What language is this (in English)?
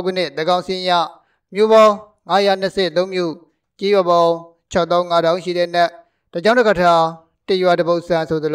Burmese